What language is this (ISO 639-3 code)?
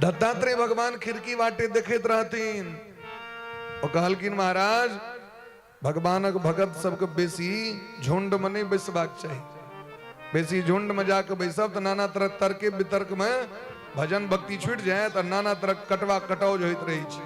mai